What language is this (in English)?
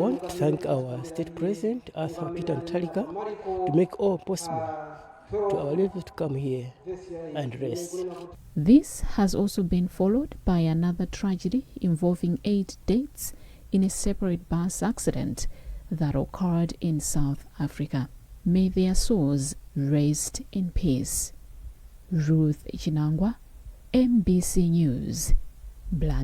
English